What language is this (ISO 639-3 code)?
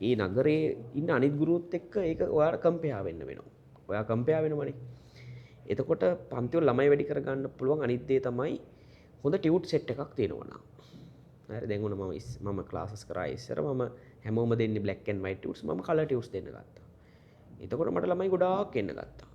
sin